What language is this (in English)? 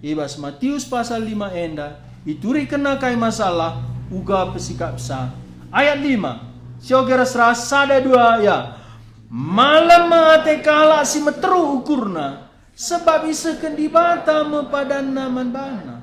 Batak Karo